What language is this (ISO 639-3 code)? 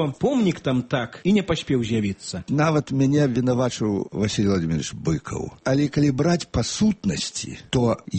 bel